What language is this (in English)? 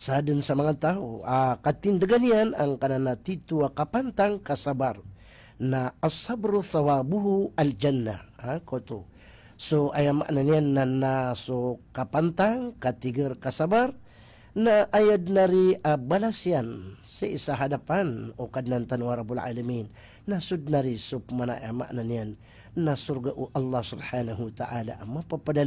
Maranao